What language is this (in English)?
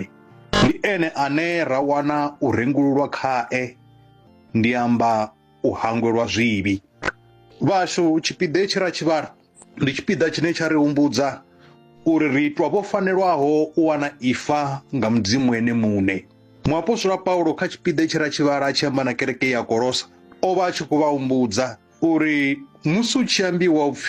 Venda